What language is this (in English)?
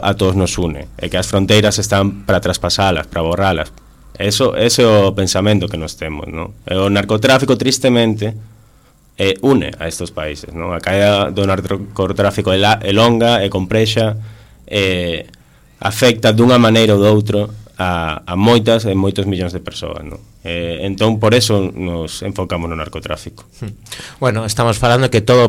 Galician